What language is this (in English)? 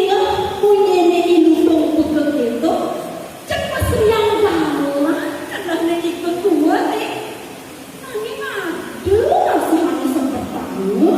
Balinese